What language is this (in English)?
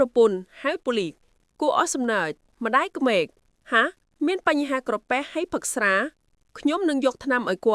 Khmer